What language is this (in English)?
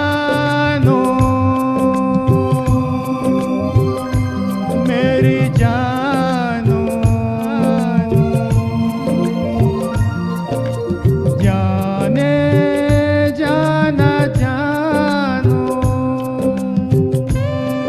Hindi